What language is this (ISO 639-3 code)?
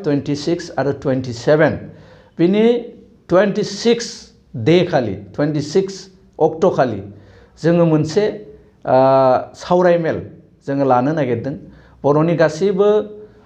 brx